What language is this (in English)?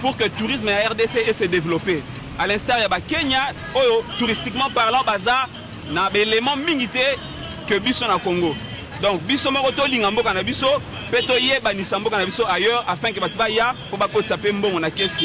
Lingala